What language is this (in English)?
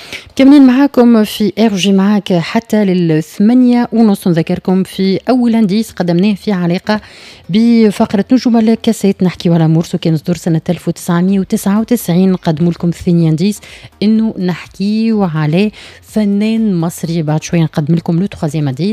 Tunisian Arabic